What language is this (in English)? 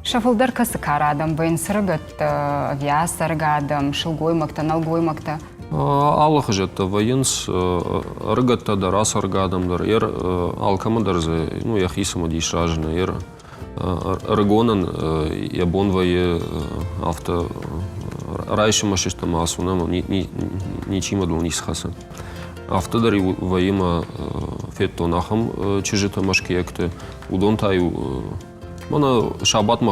Ossetic